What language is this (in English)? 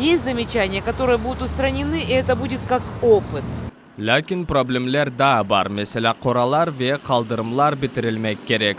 Crimean Tatar